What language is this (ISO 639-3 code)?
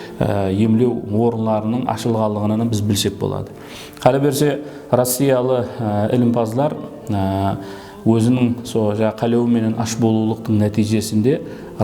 kaa